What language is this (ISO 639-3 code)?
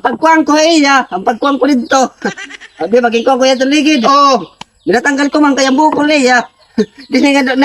war